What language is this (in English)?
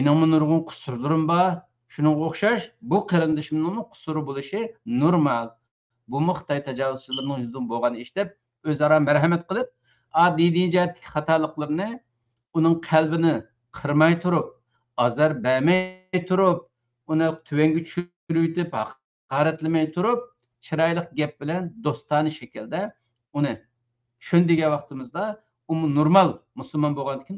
Uyghur